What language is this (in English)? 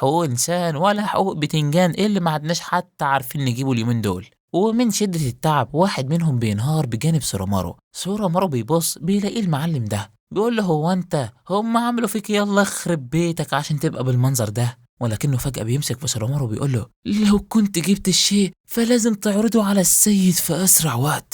Egyptian Arabic